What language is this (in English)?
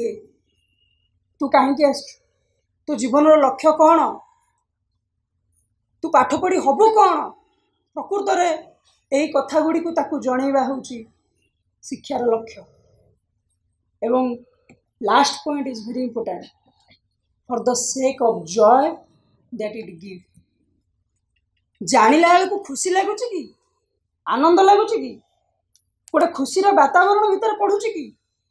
Odia